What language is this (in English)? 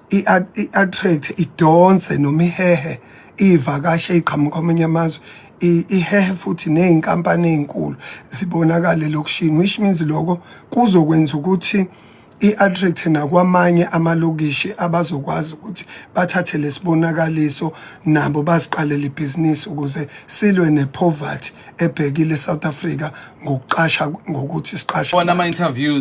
Zulu